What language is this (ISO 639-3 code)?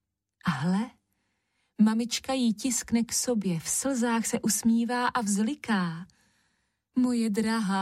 ces